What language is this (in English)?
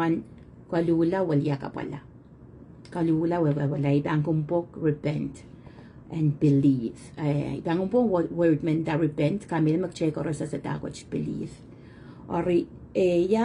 Pohnpeian